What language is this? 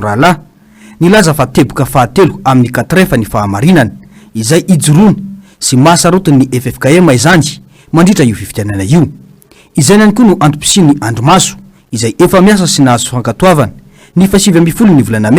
Malagasy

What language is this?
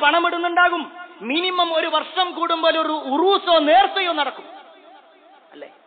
Malayalam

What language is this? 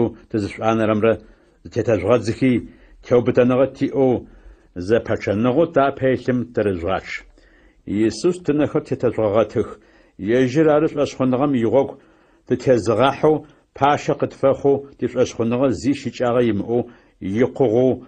Adyghe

